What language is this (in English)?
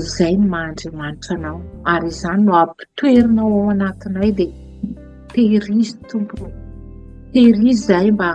Malagasy